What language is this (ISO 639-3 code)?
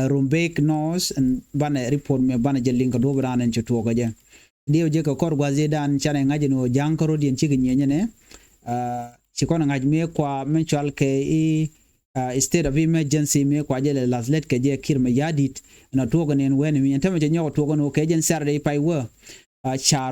nus